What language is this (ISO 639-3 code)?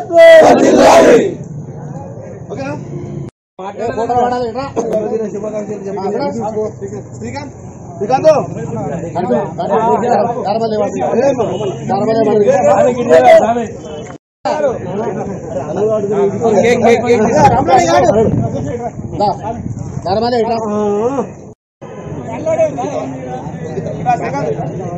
tel